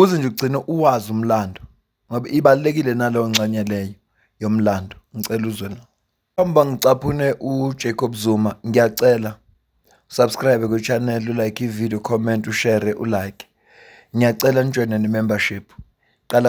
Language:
Zulu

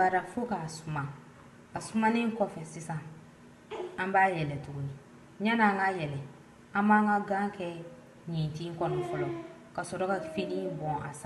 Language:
Bambara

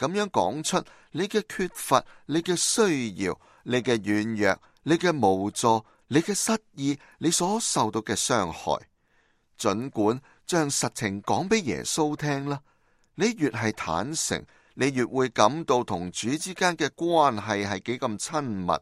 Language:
Cantonese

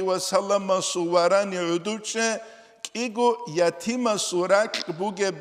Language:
Avaric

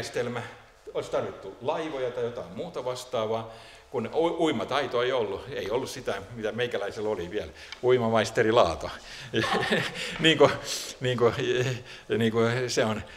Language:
Finnish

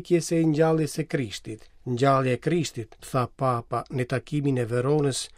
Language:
Albanian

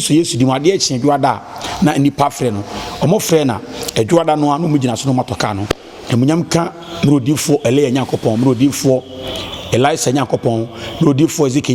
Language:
Akan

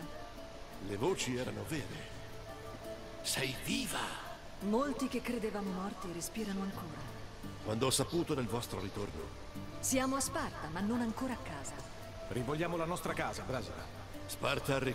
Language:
Italian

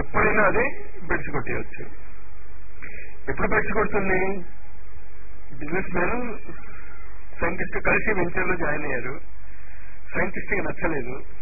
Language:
Telugu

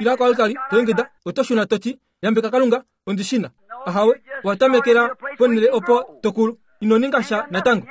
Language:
Kuanyama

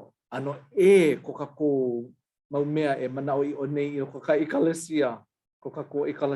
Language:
Hawaiian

